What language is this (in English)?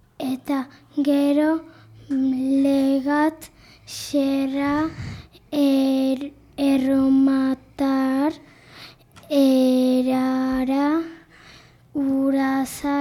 Basque